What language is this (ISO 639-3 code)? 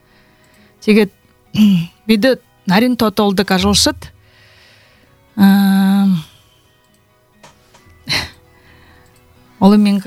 bua